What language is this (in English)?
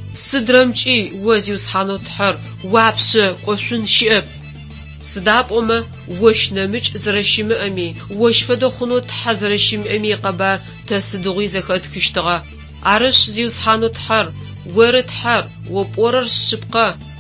Adyghe